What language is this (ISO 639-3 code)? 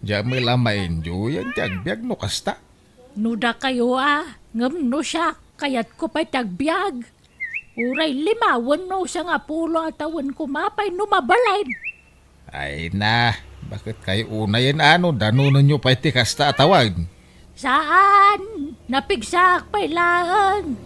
ilo